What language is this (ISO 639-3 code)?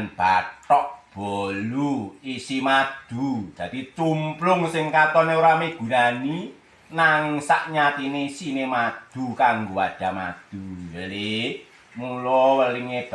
jav